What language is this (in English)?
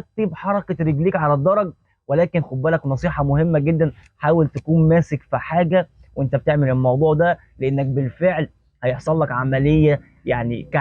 Egyptian Arabic